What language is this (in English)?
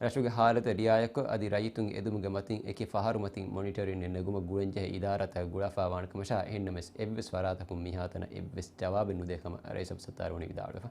Divehi